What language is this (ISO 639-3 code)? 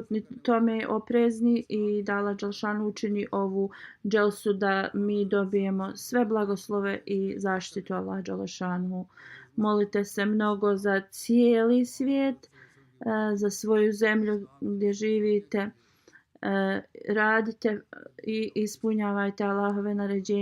bos